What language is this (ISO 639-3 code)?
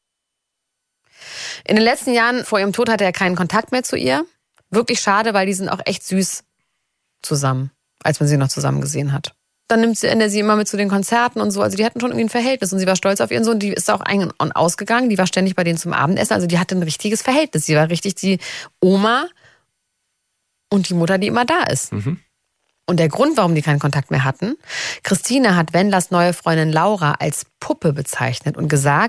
deu